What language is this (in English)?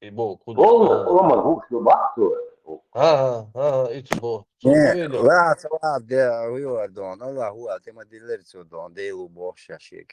Chechen